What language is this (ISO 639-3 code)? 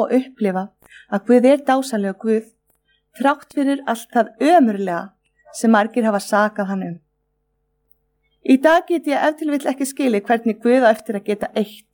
isl